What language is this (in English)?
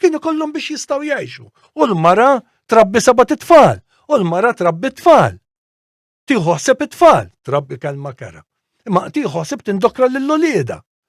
Maltese